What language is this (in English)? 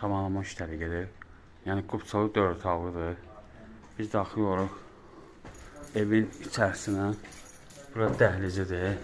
Azerbaijani